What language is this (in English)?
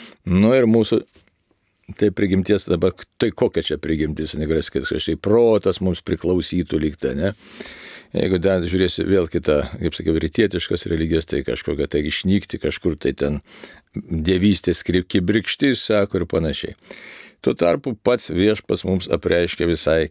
Lithuanian